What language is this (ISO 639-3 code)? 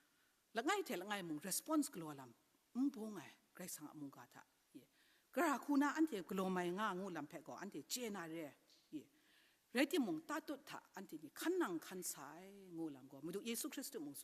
kac